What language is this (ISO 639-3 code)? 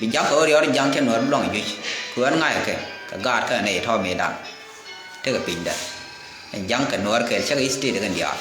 nus